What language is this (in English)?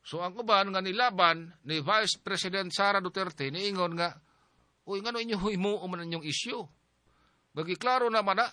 Cebuano